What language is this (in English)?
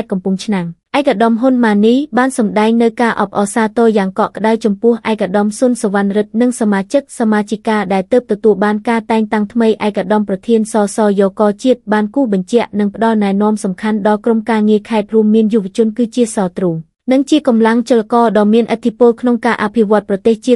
Khmer